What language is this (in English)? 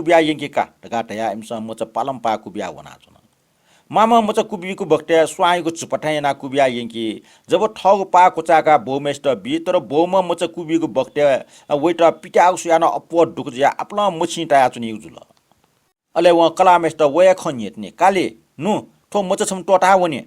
Newari